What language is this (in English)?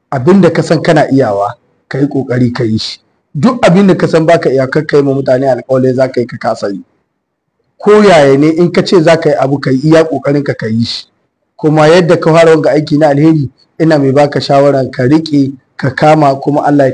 Hausa